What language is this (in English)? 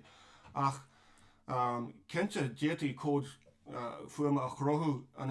Irish